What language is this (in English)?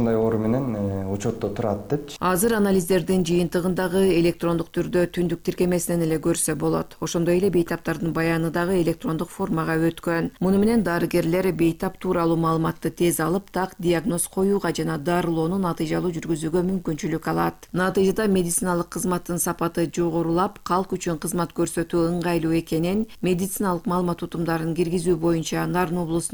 Kyrgyz